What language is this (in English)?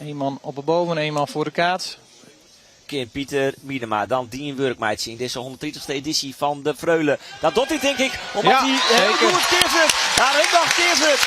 Western Frisian